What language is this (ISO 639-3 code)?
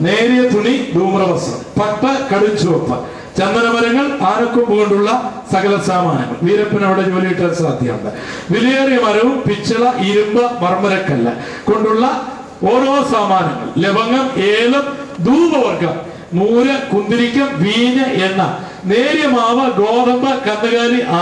mal